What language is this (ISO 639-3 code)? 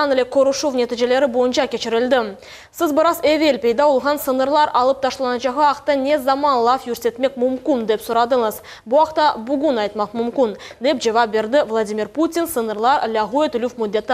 crh